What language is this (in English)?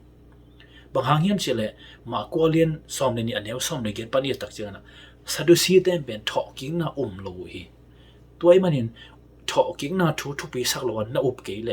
Tedim Chin